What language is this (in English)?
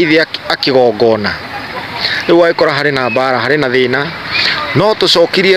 Kikuyu